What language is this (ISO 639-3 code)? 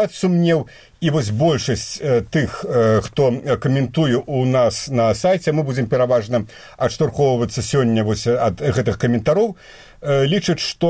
bel